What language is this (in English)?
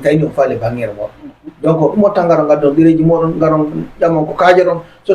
Fula